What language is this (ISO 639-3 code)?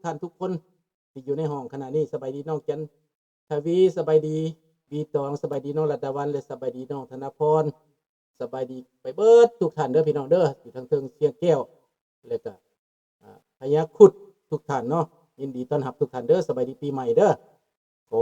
lao